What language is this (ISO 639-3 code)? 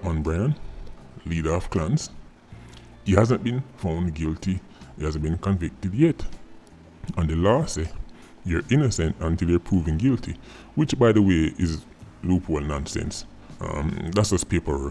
jam